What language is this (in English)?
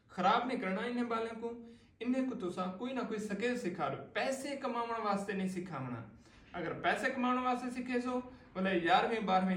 Saraiki